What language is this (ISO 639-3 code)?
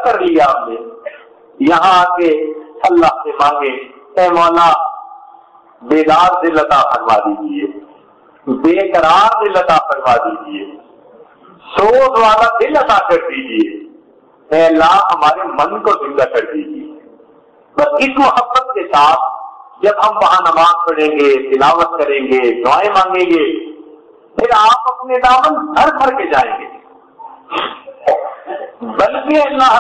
urd